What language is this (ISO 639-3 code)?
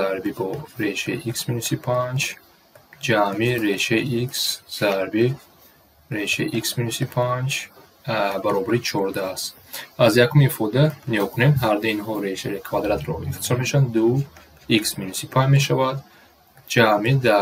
tgk